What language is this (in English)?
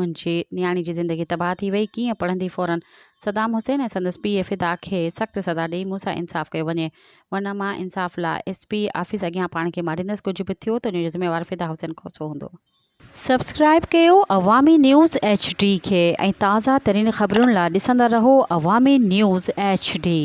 Sindhi